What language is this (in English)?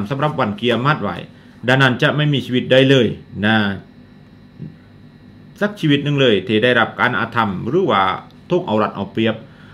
Thai